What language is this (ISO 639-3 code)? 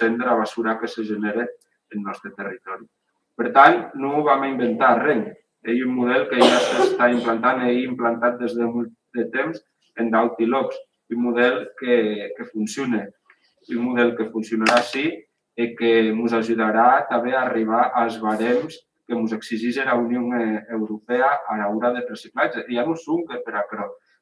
oci